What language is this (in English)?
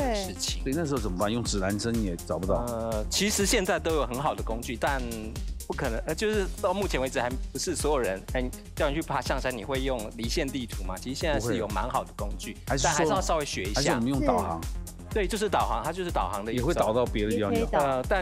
Chinese